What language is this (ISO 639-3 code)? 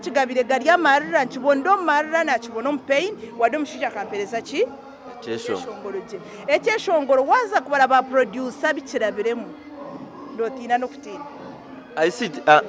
nyn